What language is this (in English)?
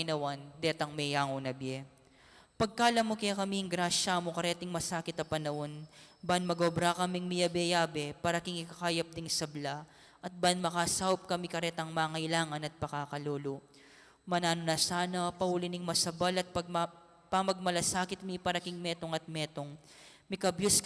Pampanga